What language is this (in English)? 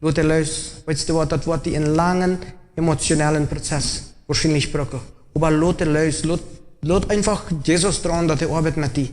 Plautdietsch